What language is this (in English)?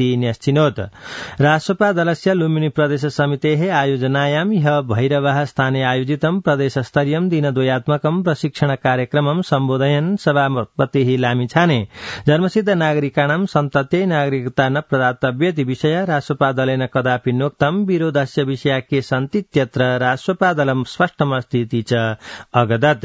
Sanskrit